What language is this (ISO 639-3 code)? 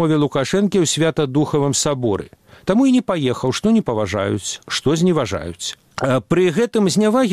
bel